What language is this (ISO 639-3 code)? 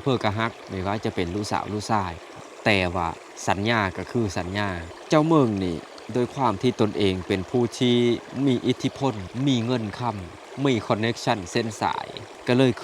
lao